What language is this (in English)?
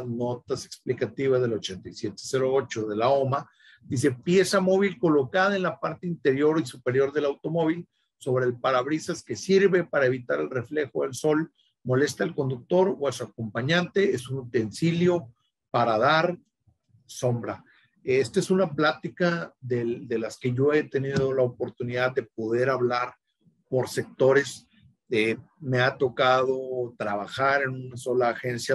Spanish